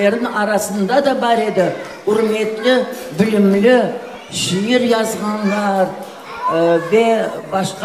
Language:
Crimean Tatar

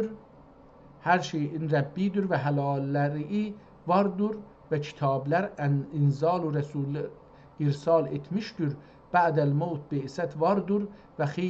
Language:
South Azerbaijani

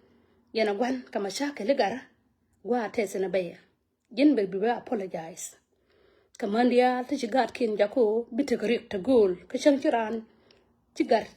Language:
Nuer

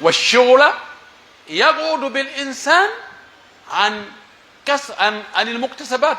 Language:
Pular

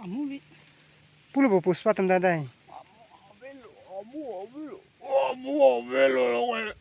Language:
Karbi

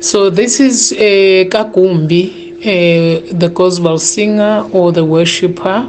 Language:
Zulu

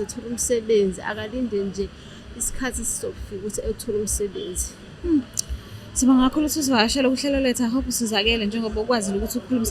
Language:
Zulu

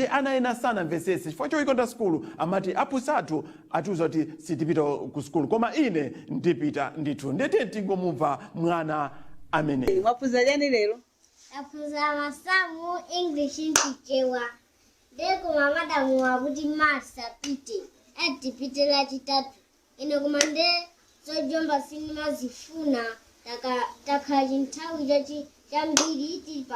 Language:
Nyanja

